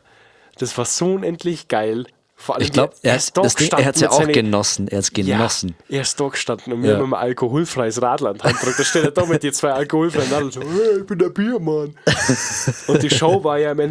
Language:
Bavarian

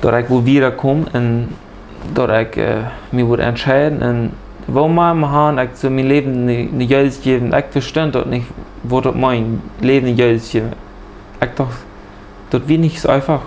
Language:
Plautdietsch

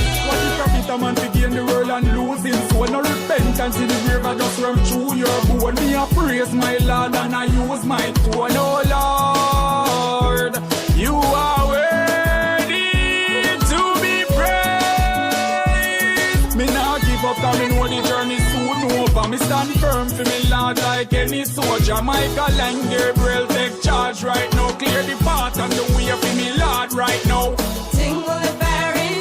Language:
Jamaican Creole English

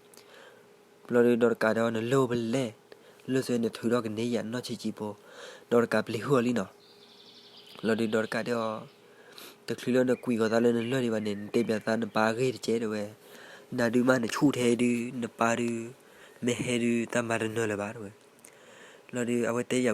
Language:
S'gaw Karen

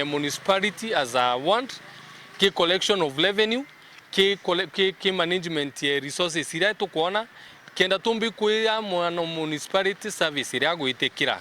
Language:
Meru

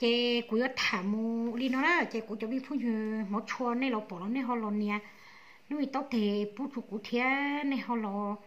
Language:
Hmong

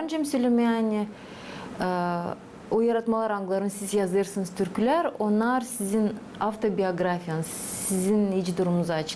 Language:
Gagauz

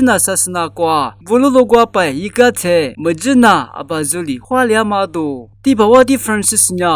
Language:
Lisu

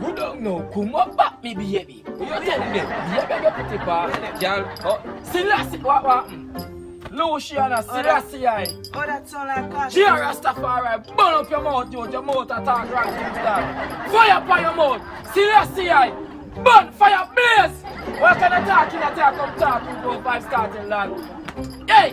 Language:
Jamaican Creole English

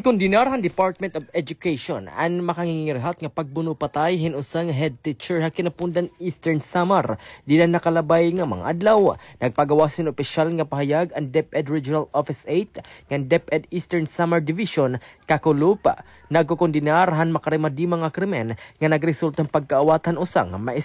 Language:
Waray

